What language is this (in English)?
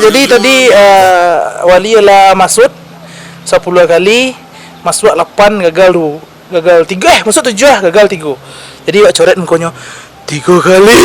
Minangkabau